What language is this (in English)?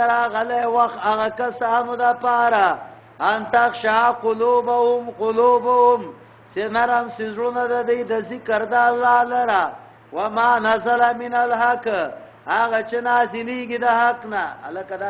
Pashto